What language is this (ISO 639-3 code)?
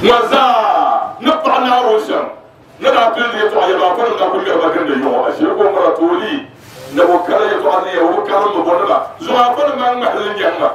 dag